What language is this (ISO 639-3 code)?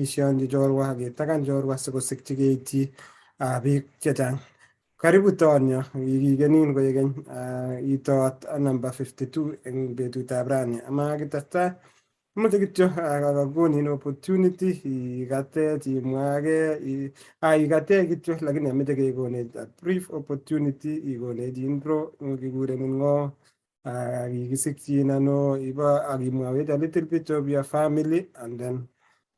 kln